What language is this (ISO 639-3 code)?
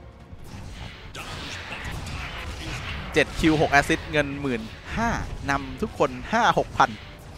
tha